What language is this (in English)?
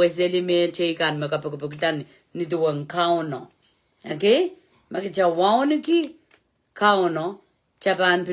Pohnpeian